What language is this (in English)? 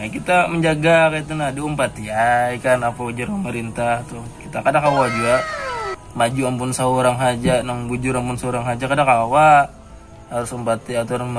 Banjar